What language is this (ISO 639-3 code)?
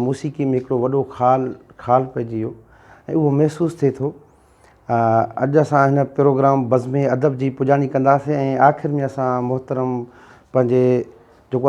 snd